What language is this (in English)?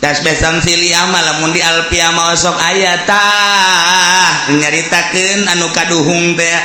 Sundanese